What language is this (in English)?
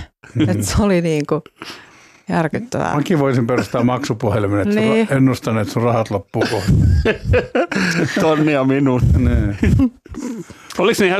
Finnish